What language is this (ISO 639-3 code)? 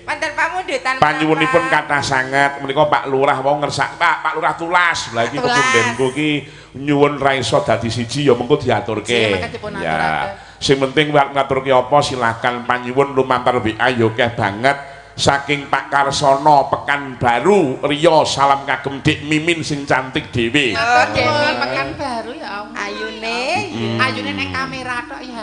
jav